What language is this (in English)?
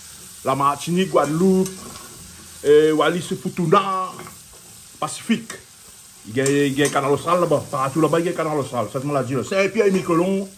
Réunion Creole French